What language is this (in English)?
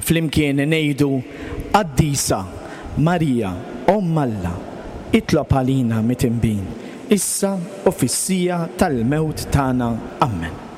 Maltese